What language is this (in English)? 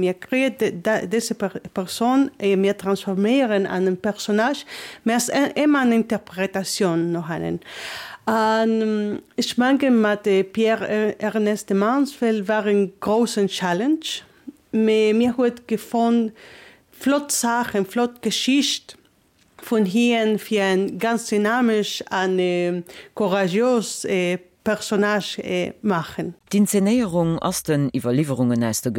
Luxembourgish